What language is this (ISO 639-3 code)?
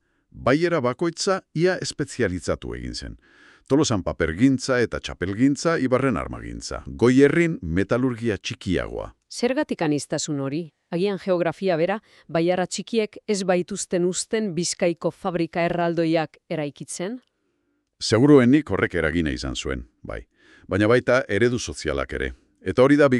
eus